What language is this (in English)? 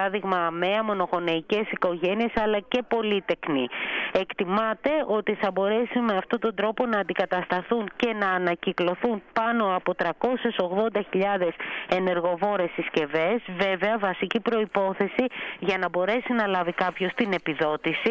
Greek